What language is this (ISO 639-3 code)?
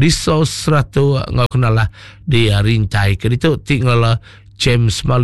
iba